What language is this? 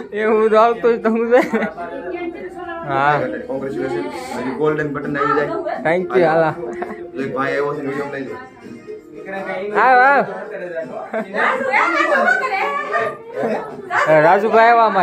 Gujarati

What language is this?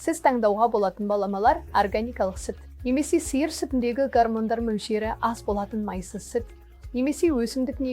Kazakh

